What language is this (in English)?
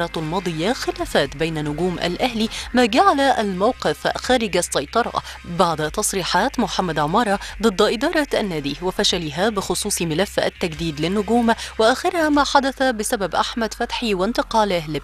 Egyptian Arabic